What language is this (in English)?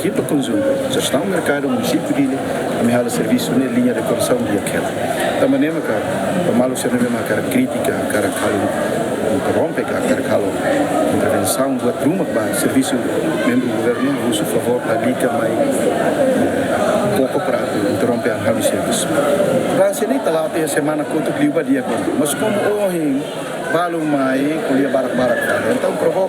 Tetum